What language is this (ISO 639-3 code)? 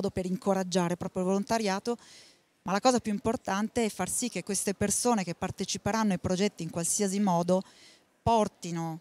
ita